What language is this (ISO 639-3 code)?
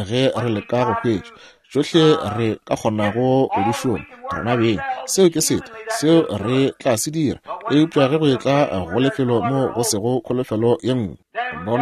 nso